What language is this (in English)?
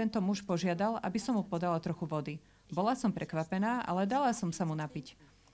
Slovak